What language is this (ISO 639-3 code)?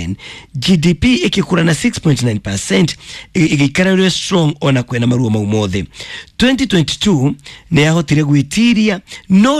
kik